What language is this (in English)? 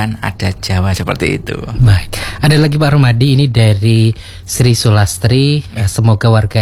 Indonesian